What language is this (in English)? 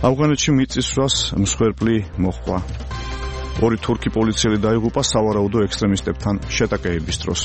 Georgian